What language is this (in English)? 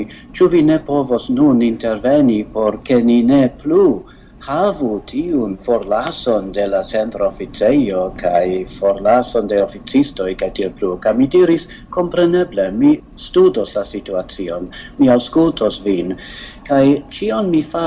Esperanto